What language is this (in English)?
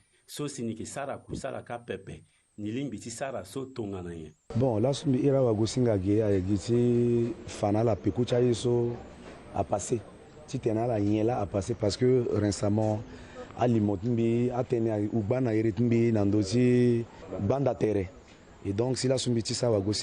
Sango